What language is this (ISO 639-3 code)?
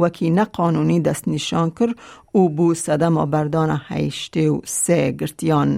kur